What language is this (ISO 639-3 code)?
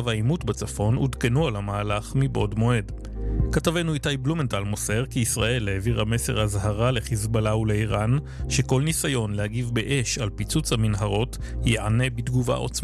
heb